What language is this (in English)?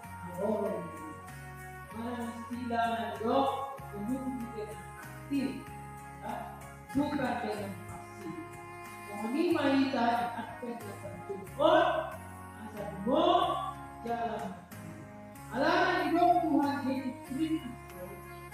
Batak Toba